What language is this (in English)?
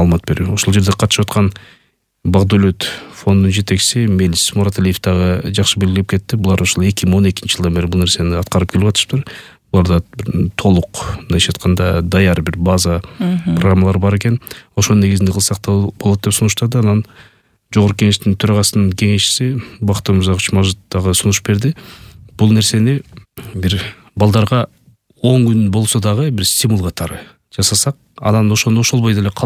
Kyrgyz